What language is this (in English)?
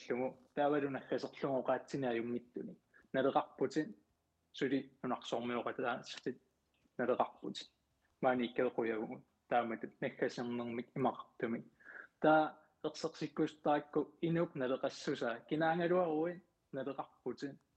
Kalaallisut